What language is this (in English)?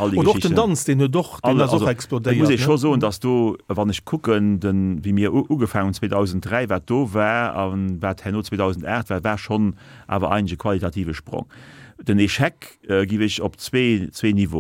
Luxembourgish